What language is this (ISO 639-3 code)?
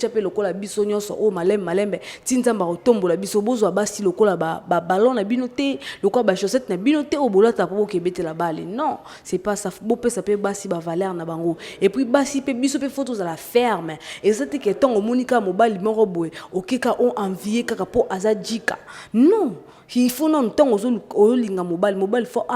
lin